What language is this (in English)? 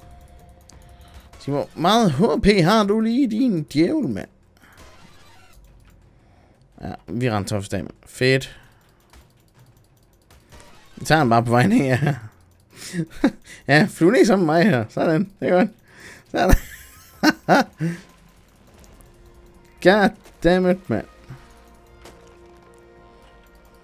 Danish